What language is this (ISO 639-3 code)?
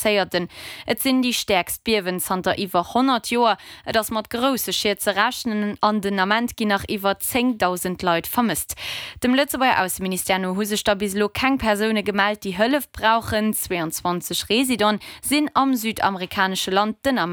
ltz